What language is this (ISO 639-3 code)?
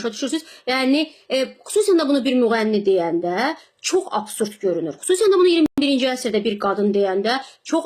aze